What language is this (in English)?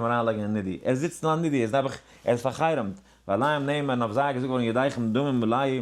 Yiddish